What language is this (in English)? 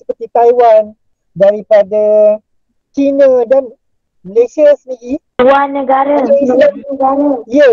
Malay